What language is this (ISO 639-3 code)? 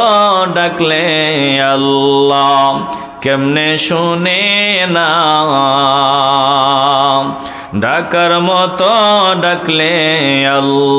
ben